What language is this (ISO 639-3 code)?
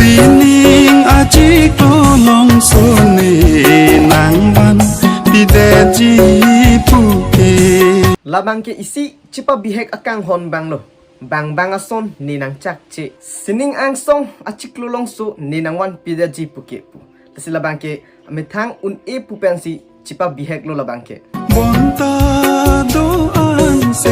mjw